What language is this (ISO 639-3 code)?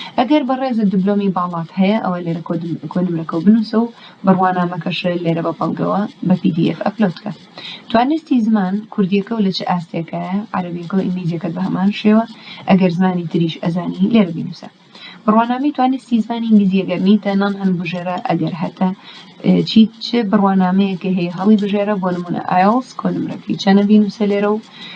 ckb